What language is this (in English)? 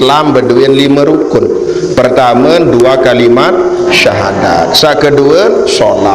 Sasak